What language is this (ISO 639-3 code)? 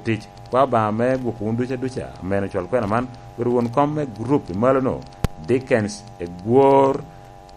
laj